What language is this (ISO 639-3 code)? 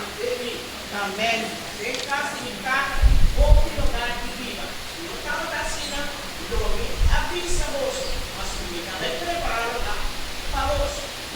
pap